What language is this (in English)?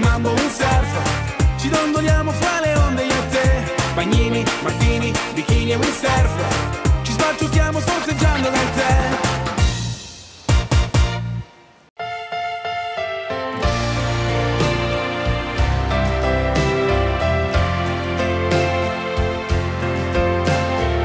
Italian